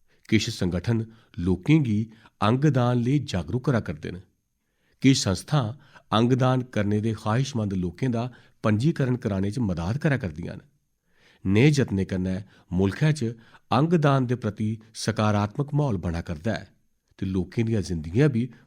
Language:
Dogri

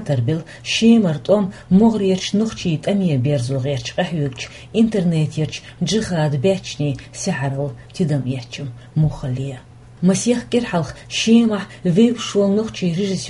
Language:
Chechen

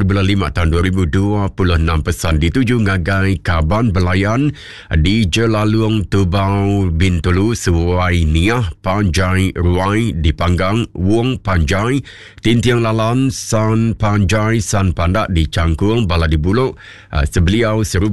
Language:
Iban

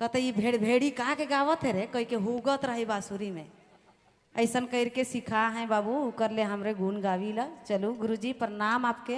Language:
Sadri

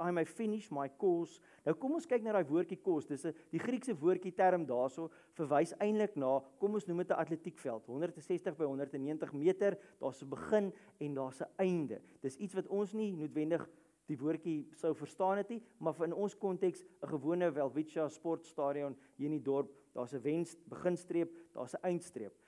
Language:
Afrikaans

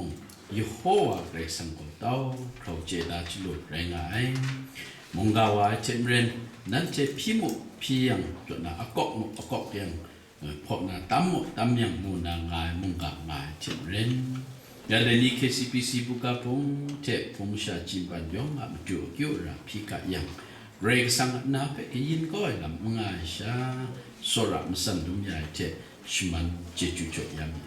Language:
Kachin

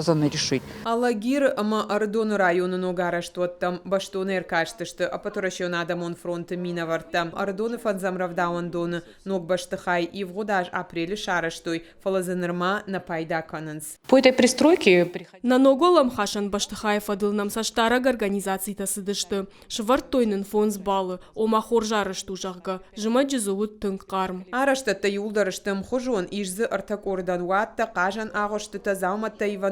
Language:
Ossetic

